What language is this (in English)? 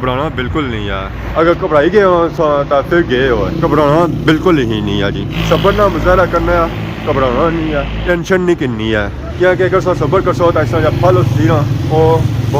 Pahari-Potwari